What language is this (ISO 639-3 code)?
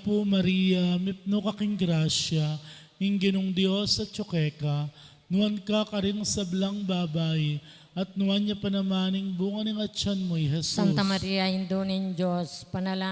pam